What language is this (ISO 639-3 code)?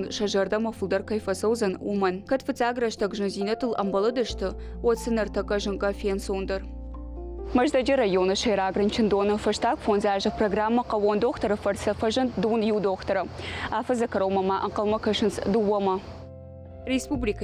oss